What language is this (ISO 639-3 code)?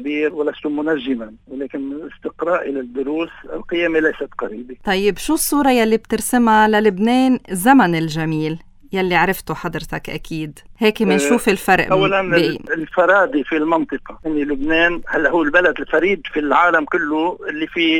apc